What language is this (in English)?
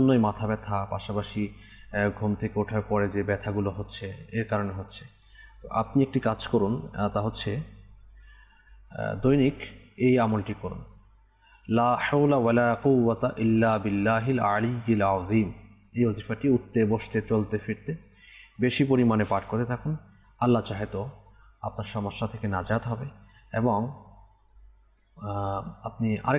Bangla